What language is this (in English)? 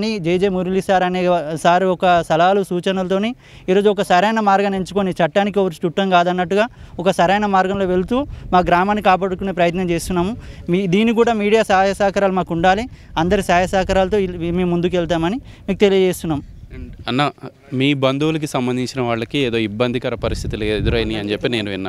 Telugu